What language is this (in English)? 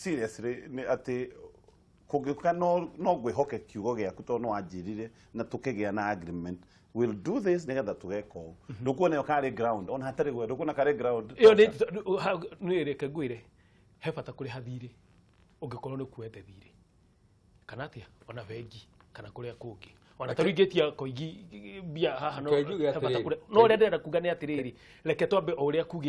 Kikuyu